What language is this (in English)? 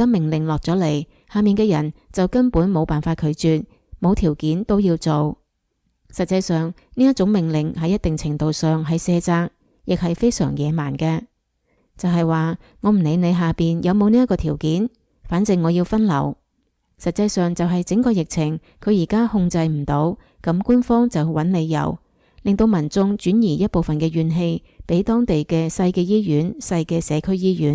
Cantonese